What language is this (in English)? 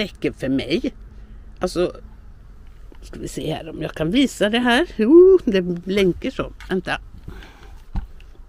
Swedish